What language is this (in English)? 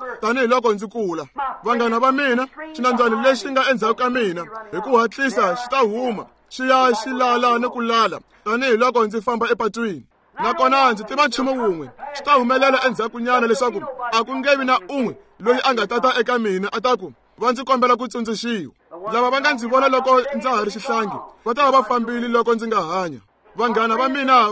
Tsonga